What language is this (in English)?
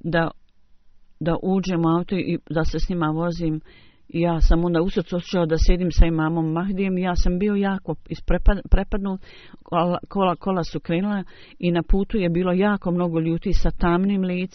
Bosnian